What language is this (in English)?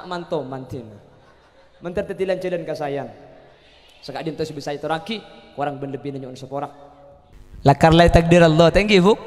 Madurese